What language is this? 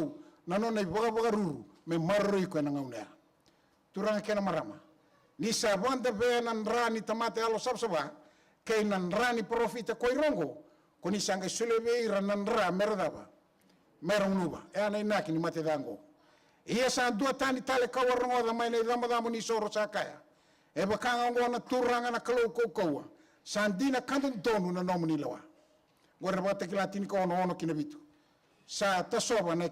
Fijian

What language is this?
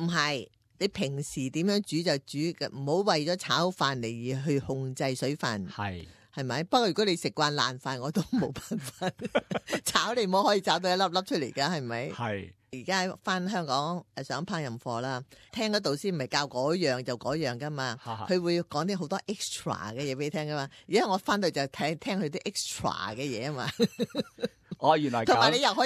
Cantonese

